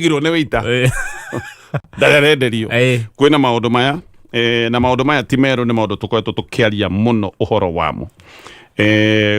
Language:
Kikuyu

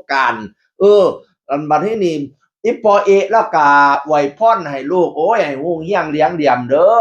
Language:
Northeastern Thai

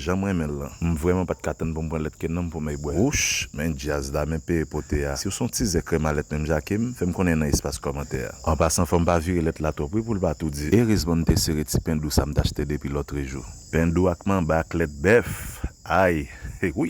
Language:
Haitian Creole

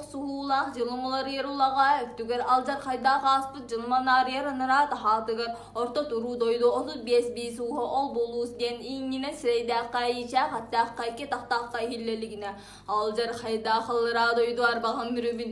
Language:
Yakut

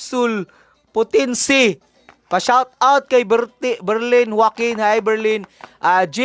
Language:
Cebuano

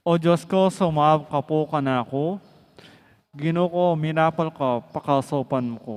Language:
Pampanga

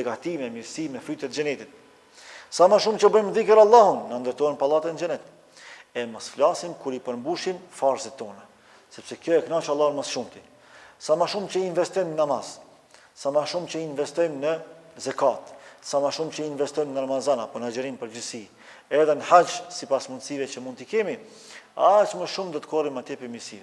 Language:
Albanian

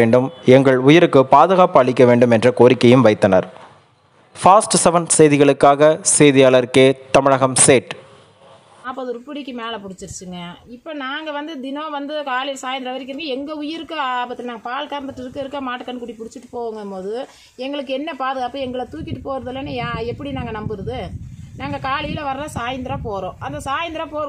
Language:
Tamil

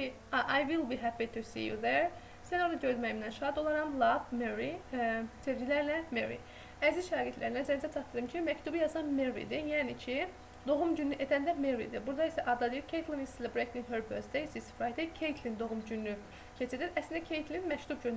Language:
Azerbaijani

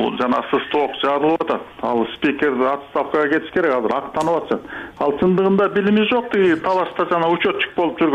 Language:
Kyrgyz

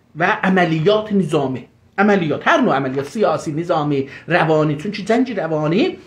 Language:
South Azerbaijani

